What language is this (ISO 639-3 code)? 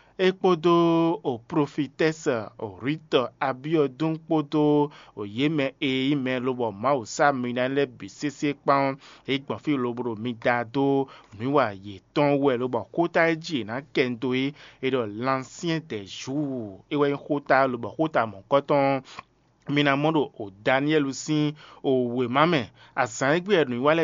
fon